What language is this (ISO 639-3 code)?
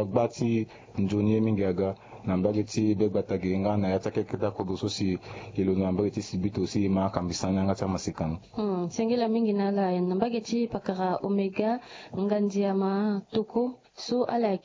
sag